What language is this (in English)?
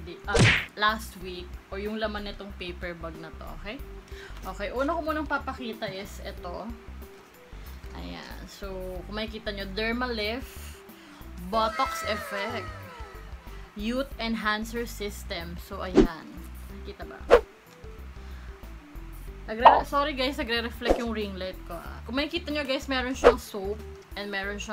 Filipino